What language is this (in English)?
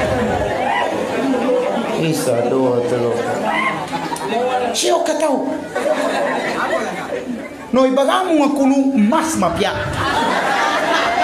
Maguindanaon